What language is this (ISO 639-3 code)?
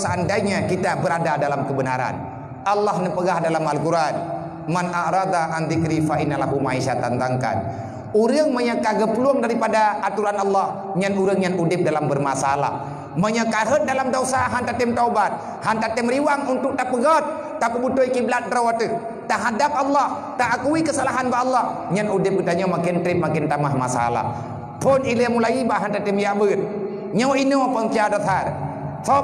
ace